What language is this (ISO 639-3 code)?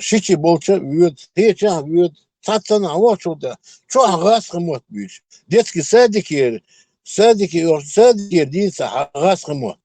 che